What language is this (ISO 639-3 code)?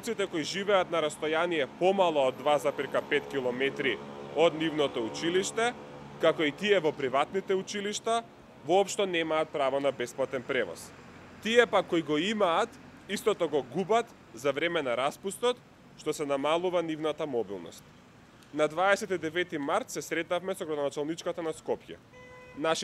mkd